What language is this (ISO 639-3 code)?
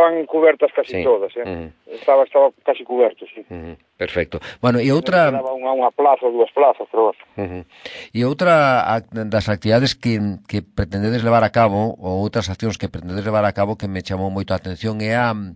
glg